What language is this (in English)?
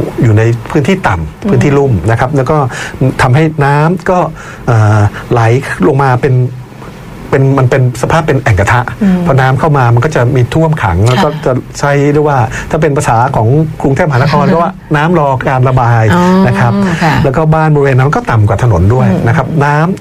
Thai